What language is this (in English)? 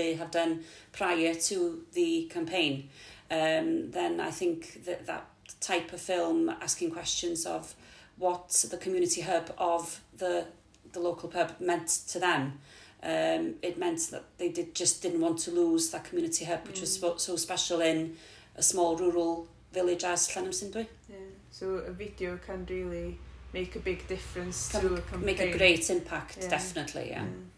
English